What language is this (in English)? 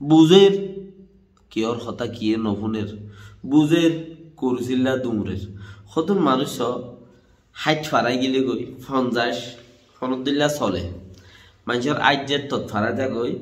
Rohingya